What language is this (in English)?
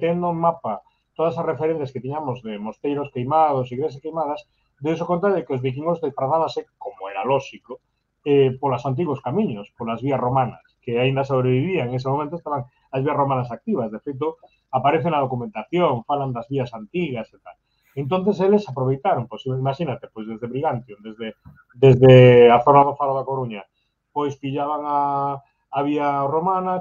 Galician